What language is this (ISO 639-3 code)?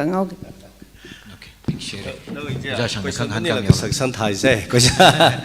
nmf